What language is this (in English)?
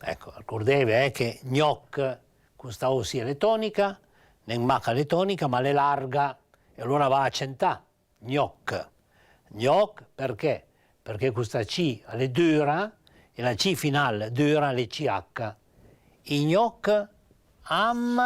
Piedmontese